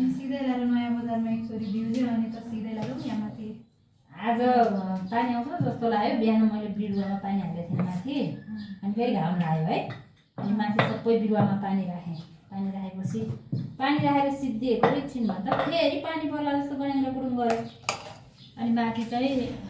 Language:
Nepali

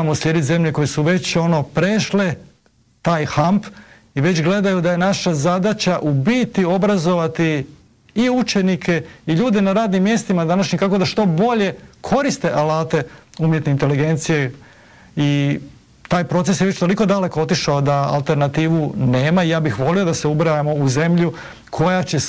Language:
Croatian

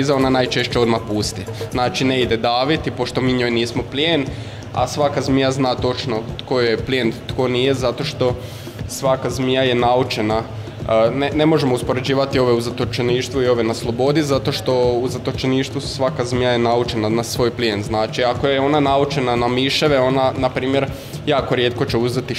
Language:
Croatian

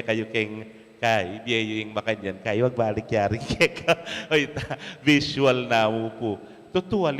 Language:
Pampanga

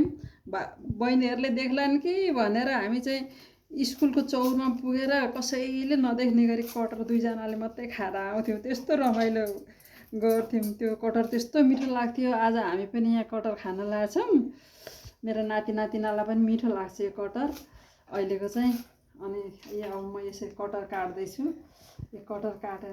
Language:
Nepali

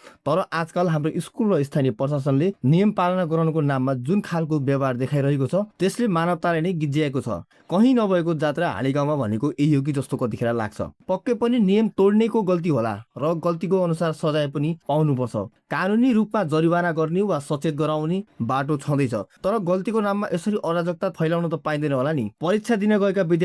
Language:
Nepali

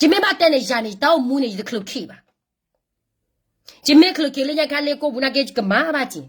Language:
S'gaw Karen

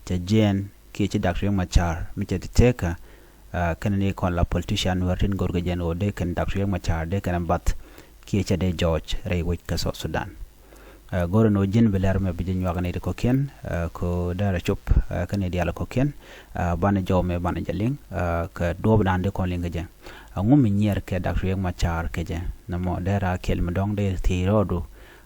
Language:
Nuer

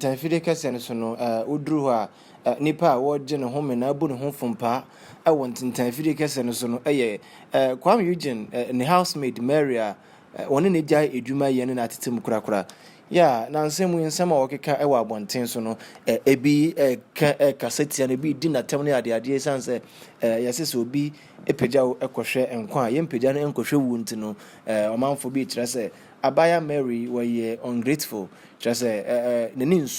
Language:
Akan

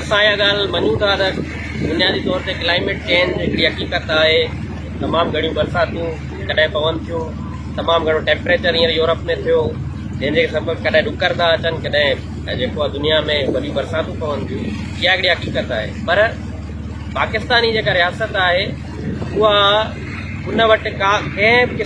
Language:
Sindhi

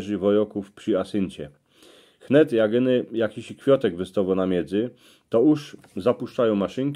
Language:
Silesian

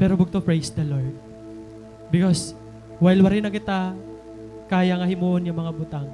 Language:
Waray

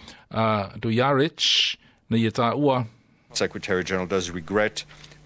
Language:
Samoan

